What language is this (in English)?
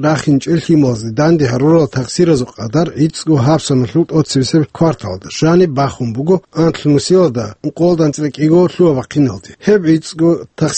Avaric